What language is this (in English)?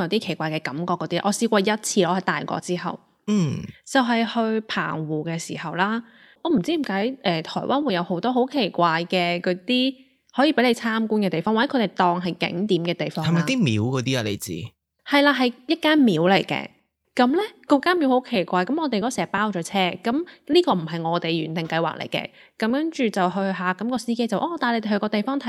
Cantonese